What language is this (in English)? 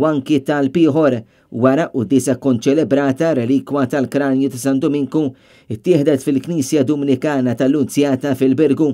Maltese